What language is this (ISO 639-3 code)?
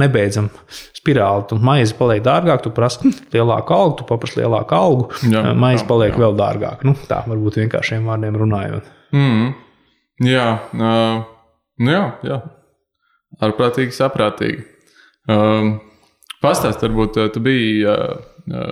lav